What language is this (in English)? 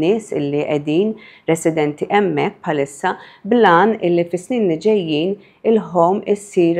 Maltese